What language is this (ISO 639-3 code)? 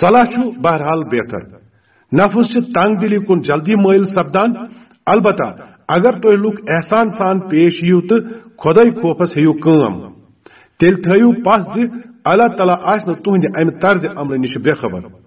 kas